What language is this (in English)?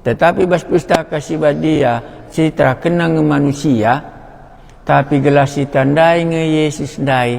Batak Karo